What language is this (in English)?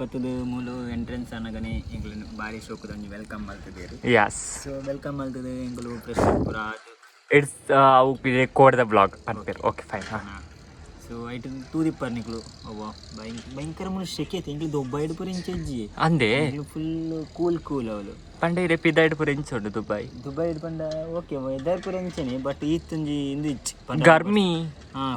Tulu